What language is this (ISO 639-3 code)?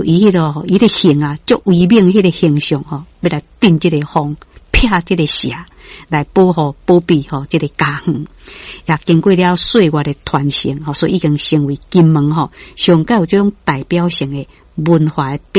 nan